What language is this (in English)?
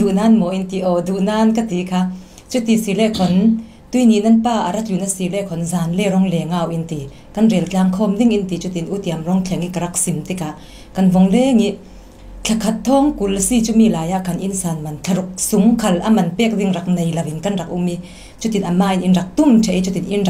Falam Chin